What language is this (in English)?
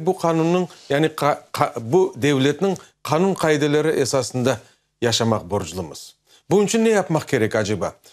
Crimean Tatar